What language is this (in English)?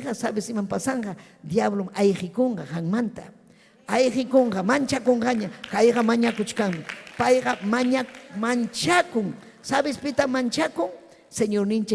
Ayacucho Quechua